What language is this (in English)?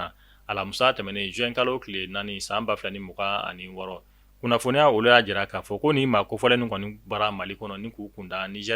Bambara